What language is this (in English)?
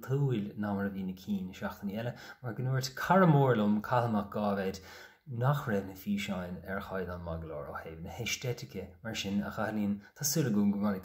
Irish